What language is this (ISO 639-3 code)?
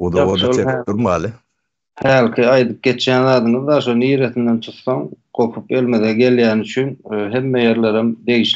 tuk